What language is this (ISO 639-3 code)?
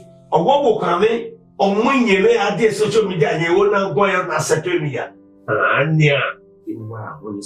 bin